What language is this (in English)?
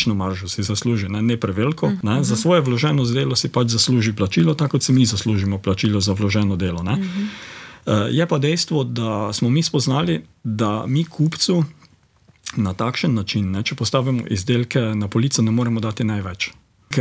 Slovenian